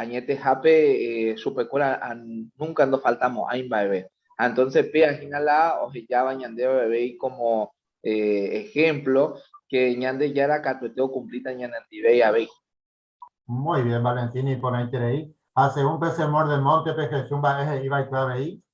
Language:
Guarani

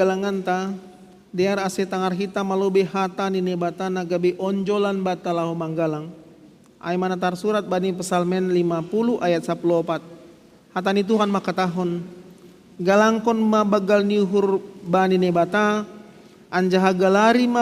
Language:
Batak Simalungun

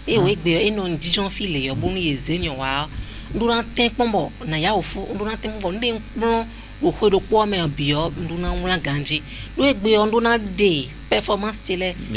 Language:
Fon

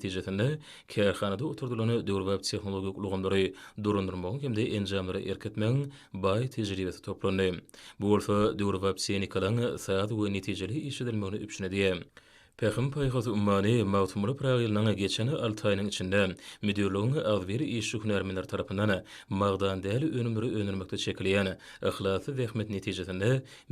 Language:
Turkmen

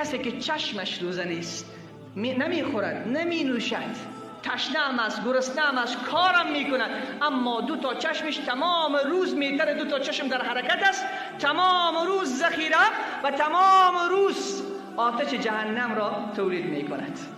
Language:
Tajik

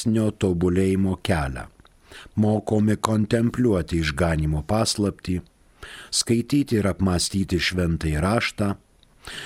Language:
Lithuanian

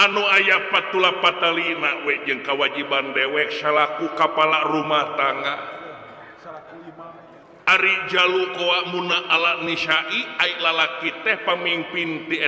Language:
Sundanese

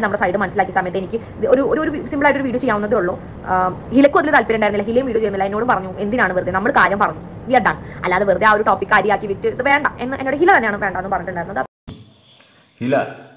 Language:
Malayalam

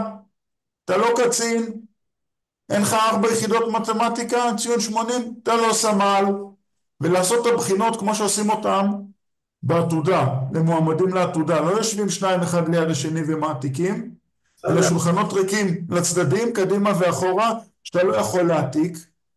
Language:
Hebrew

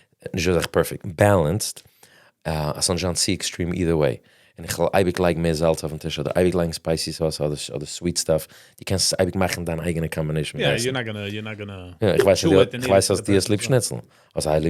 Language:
Yiddish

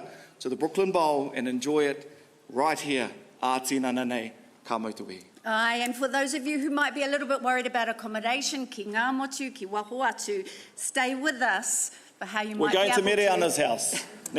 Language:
Māori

